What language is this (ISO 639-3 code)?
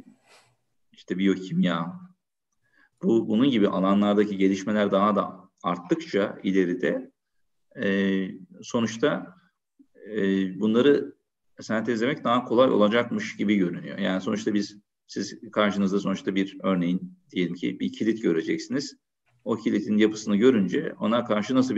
tur